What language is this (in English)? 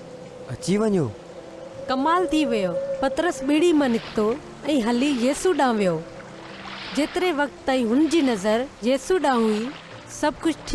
Sindhi